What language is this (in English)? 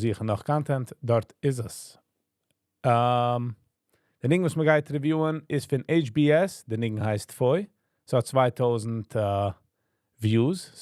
Yiddish